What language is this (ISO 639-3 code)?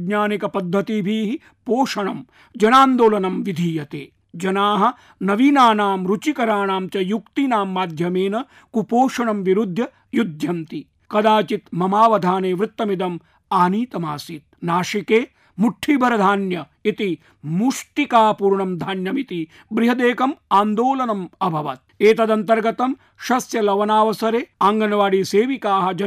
san